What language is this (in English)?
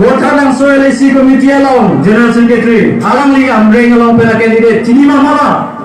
Karbi